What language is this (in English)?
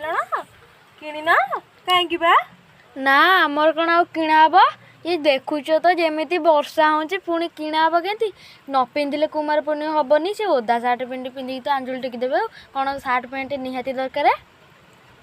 Odia